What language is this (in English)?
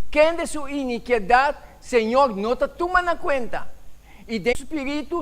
Papiamento